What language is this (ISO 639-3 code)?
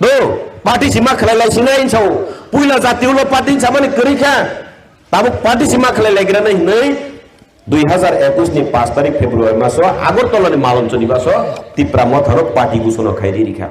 trp